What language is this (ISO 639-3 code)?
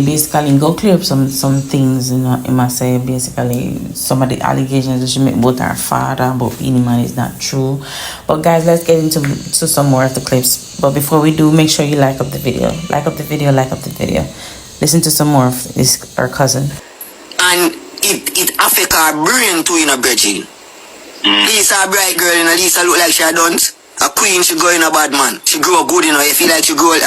jam